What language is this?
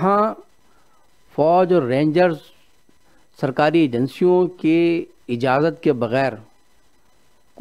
Urdu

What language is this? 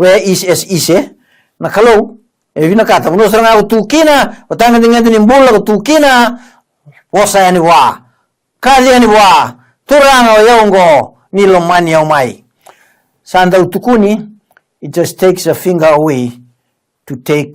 Fijian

